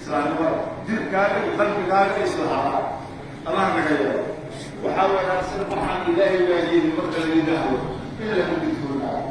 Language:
Somali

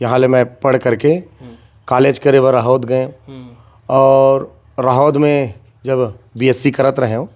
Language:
Chhattisgarhi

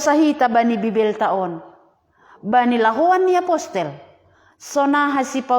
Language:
Batak Simalungun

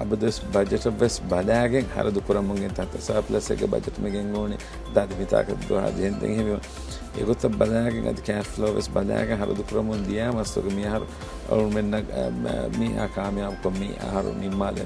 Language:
Divehi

